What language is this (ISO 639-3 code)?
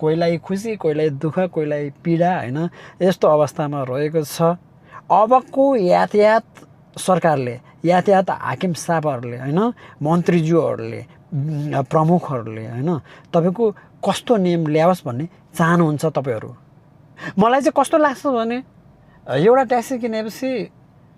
nep